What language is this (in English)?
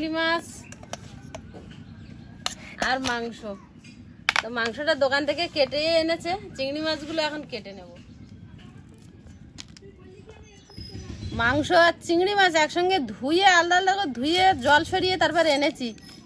Bangla